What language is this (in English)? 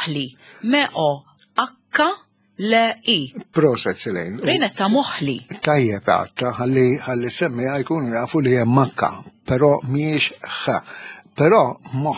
Maltese